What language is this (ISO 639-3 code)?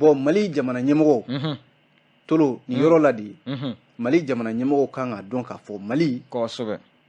bam